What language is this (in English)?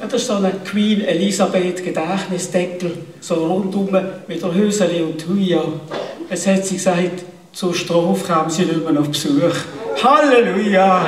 Swiss German